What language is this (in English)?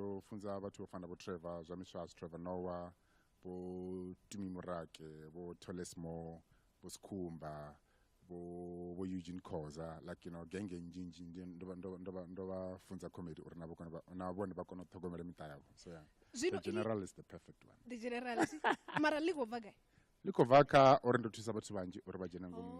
Venda